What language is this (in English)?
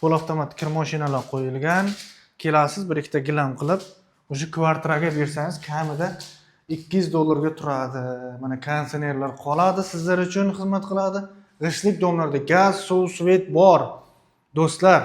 Uzbek